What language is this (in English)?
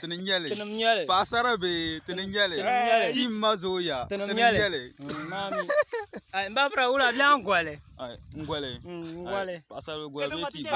Dagbani